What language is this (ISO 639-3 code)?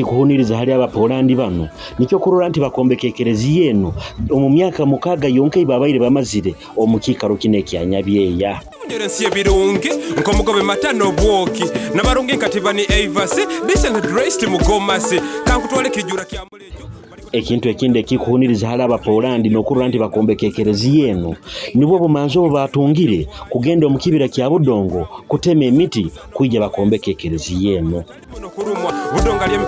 nyo